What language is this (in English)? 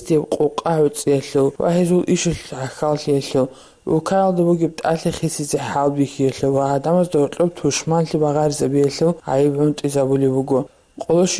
Avaric